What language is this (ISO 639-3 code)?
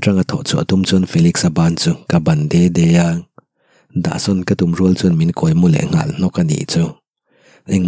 lus